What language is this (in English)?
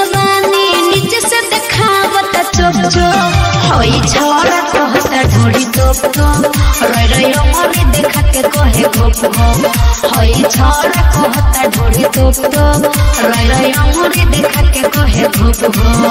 Bhojpuri